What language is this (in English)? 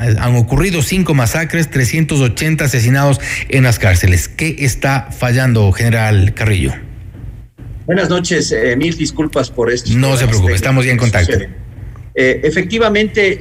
Spanish